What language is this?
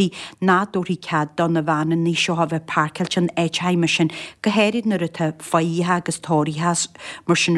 Irish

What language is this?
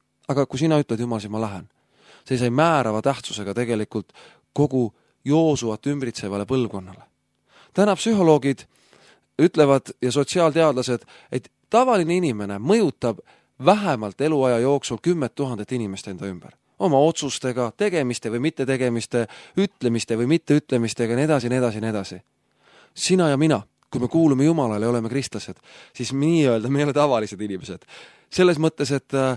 Estonian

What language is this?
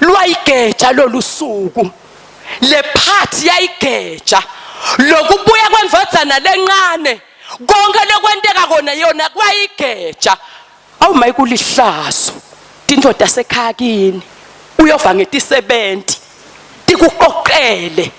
Swati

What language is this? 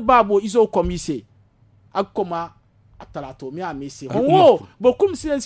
Zarma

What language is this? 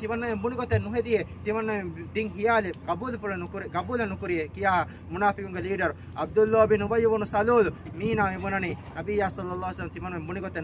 Divehi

